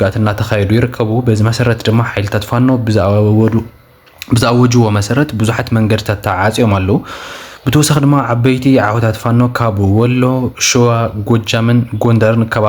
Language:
Tigrinya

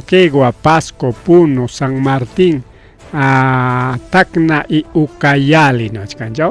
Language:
Ayacucho Quechua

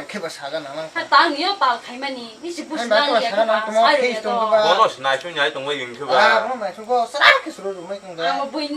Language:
Kok Borok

